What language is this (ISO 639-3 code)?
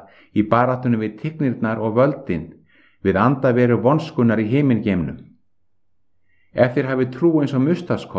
isl